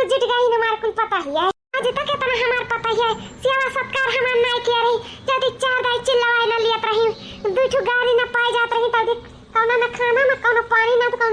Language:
Awadhi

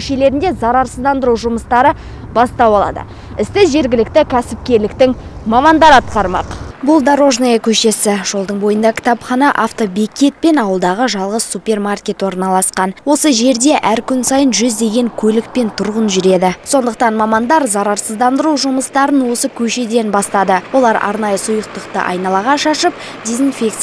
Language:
Kazakh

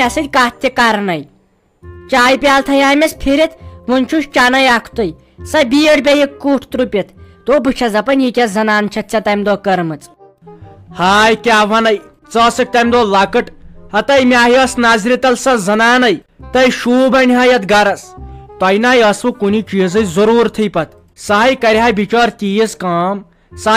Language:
Kashmiri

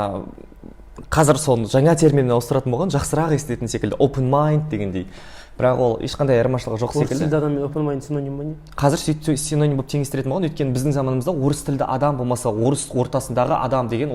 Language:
Kazakh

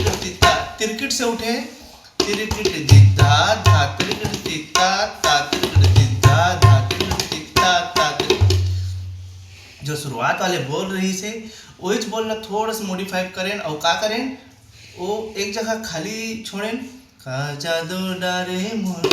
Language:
Chhattisgarhi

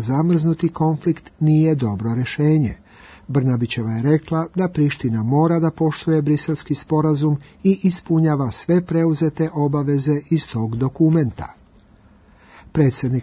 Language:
Serbian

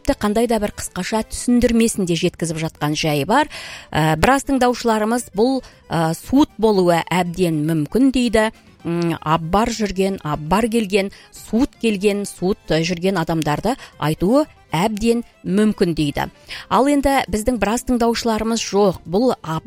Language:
Kazakh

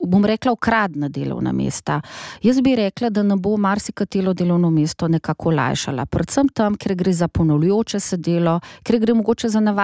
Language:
Slovenian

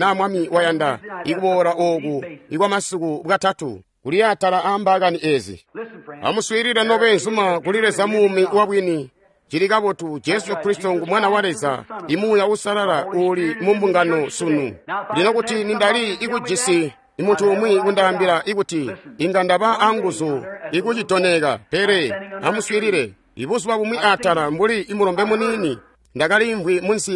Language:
Tonga (Zambia)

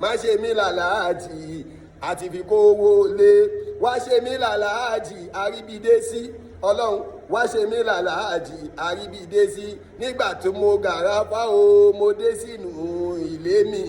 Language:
Yoruba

